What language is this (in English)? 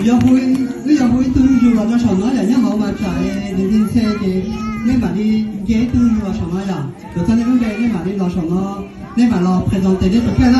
Hmong